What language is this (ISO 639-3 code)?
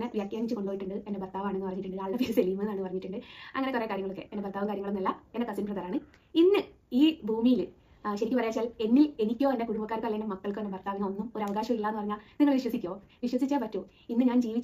mal